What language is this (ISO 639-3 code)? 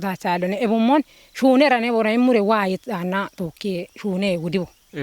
kbr